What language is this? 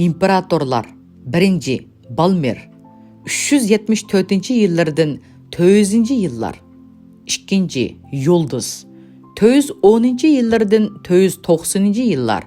Uyghur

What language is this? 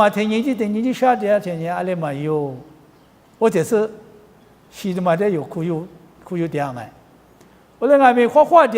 Lisu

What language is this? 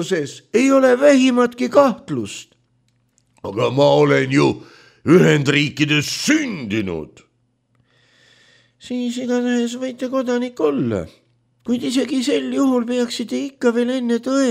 Estonian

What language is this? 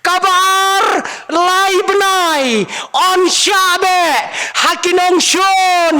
Khasi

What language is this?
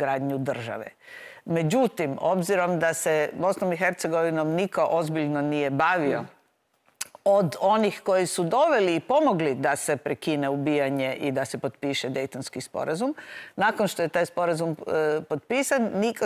Croatian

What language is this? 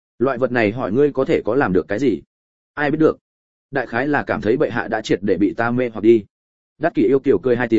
Vietnamese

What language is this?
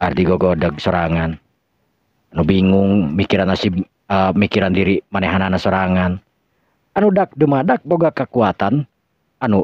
Sundanese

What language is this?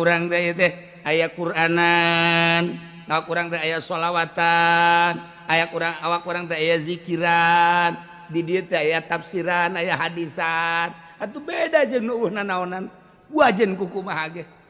Sundanese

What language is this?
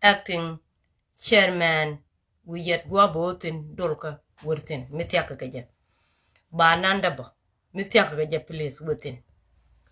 Nuer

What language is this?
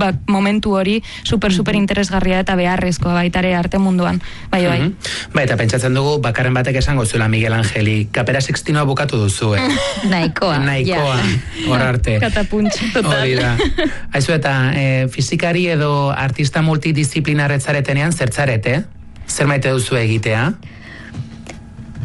Basque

